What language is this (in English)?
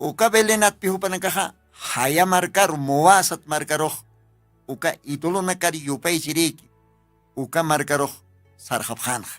Aymara